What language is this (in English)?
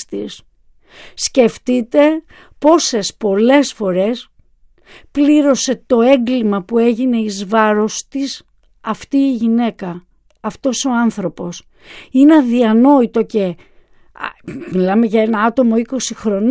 Greek